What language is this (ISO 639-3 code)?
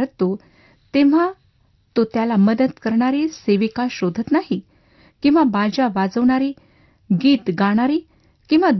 mar